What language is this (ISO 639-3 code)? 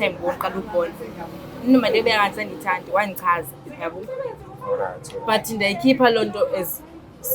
zul